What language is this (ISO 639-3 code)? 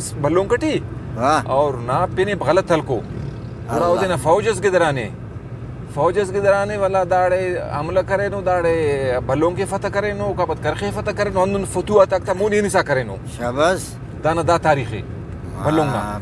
brh